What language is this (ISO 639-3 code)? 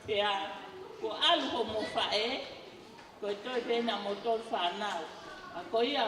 ton